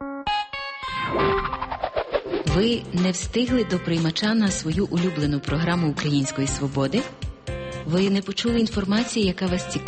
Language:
Ukrainian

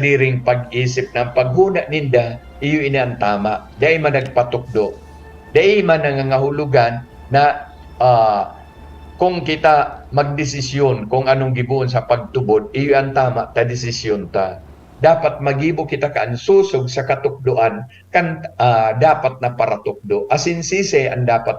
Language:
Bikol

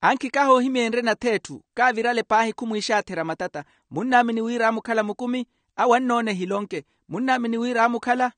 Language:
Makhuwa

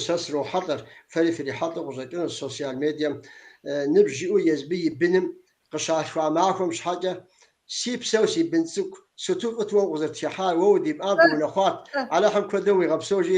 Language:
Kabardian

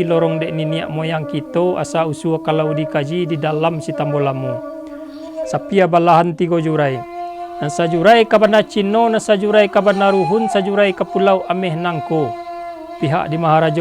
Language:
Minangkabau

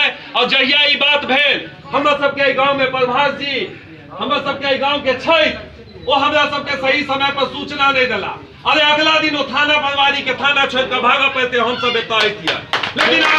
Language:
Maithili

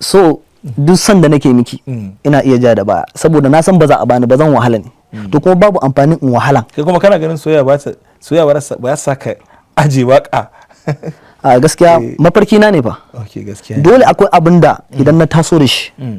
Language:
Hausa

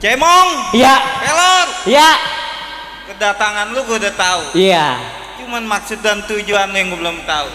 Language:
Betawi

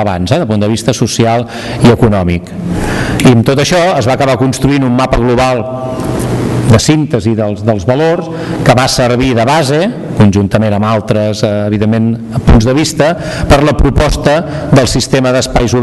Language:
Catalan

